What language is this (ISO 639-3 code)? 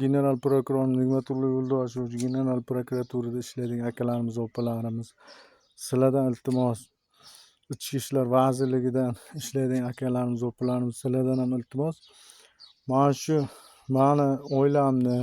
uzb